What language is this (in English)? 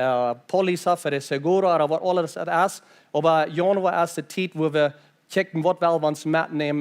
Plautdietsch